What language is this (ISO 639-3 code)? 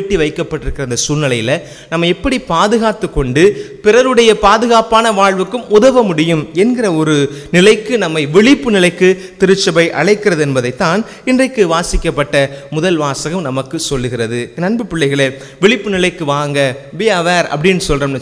tam